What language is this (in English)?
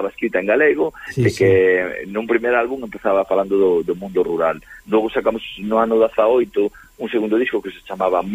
Galician